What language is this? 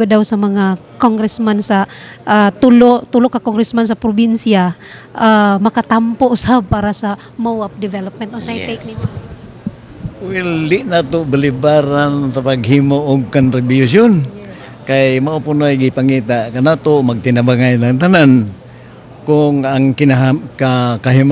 Cebuano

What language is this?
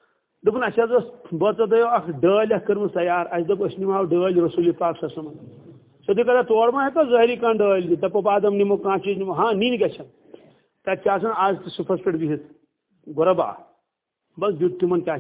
Kashmiri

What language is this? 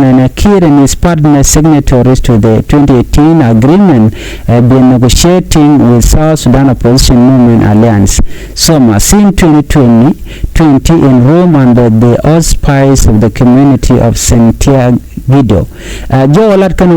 Nuer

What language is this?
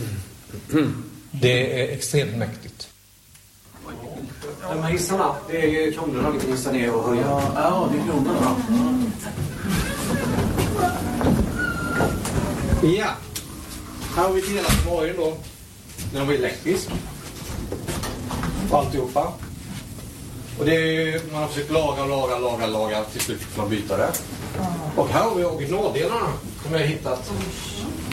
Swedish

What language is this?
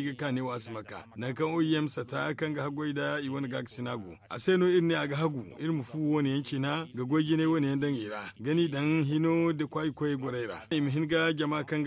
Zarma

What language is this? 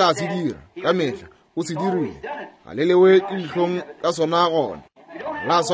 Northern Sotho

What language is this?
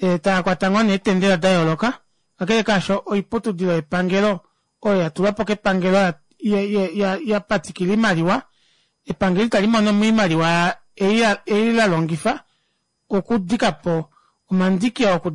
Kuanyama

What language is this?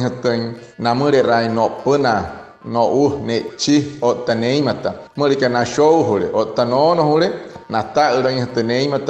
Wayuu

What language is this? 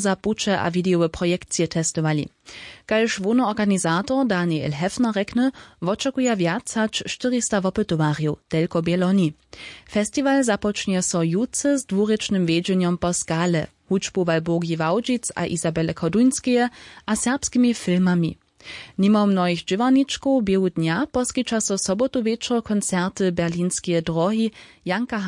Upper Sorbian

